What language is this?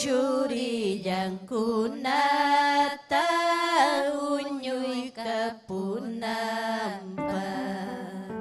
Ayacucho Quechua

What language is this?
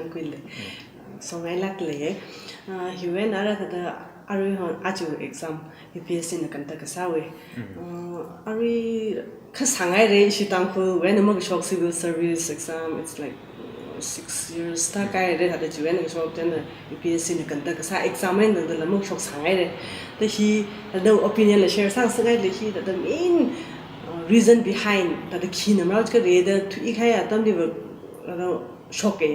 Tangkhul Naga (India)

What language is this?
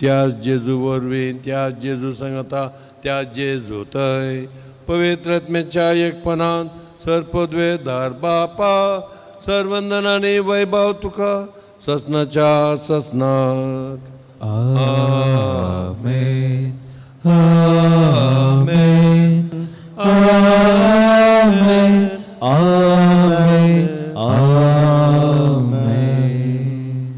Konkani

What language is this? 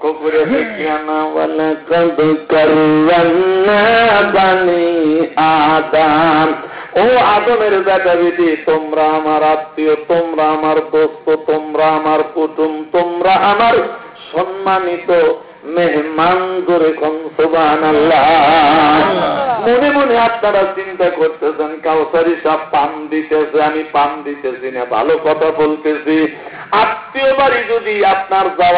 Bangla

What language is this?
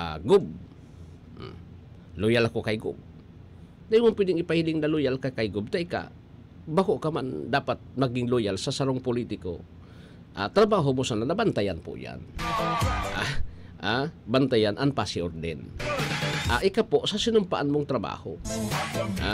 Bikol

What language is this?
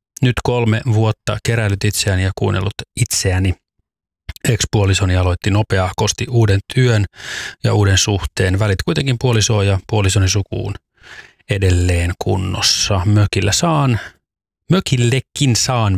Finnish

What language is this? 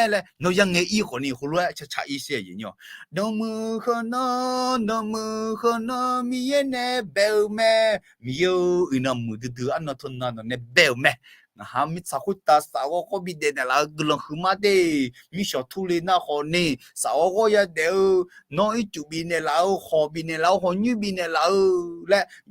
Akha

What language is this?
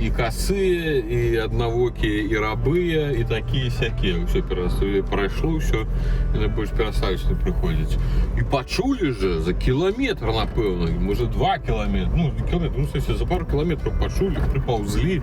Belarusian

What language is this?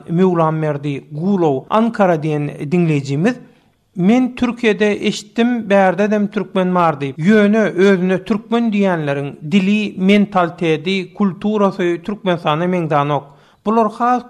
Turkmen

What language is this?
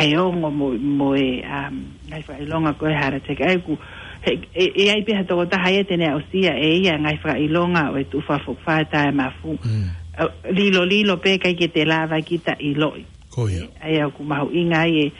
Tongan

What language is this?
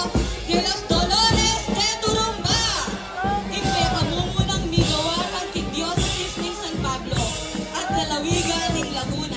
Pampanga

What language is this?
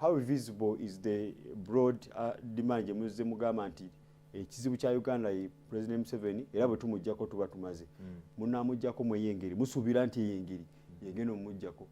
Ganda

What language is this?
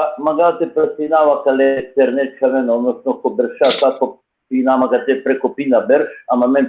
Balkan Romani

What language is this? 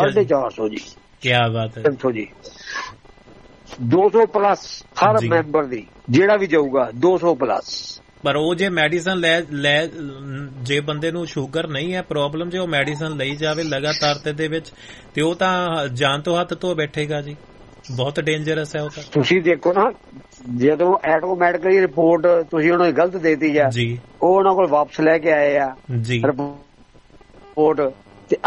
Punjabi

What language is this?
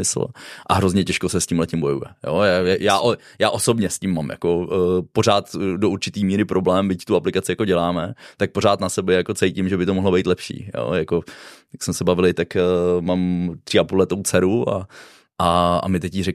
Czech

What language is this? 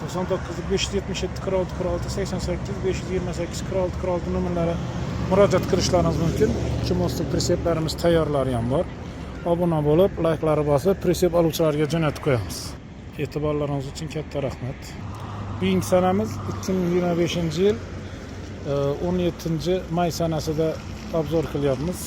Uzbek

